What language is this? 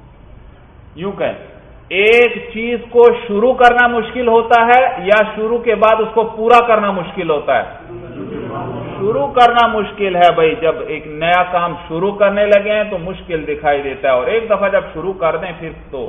Urdu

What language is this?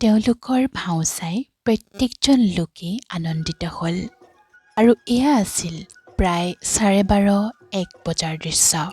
Assamese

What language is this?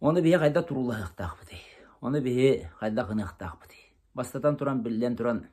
Yakut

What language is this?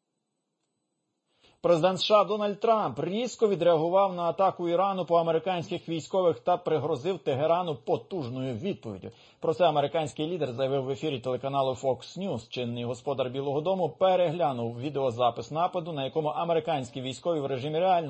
Ukrainian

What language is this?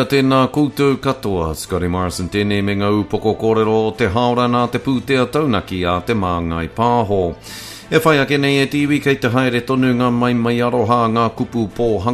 Māori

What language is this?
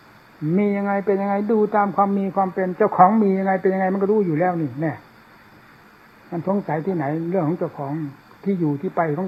Thai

